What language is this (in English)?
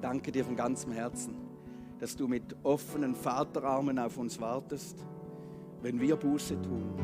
Swiss German